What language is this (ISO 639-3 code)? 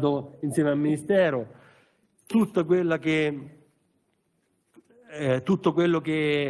ita